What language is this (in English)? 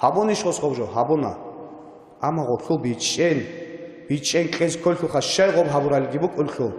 Avaric